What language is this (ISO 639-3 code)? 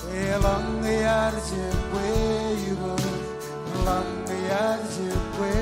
mah